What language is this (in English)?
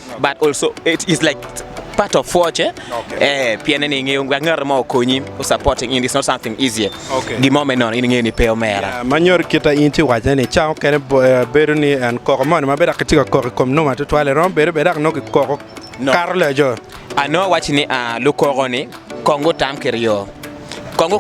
Acoli